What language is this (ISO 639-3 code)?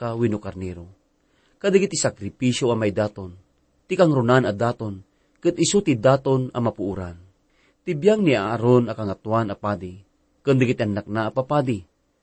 ilo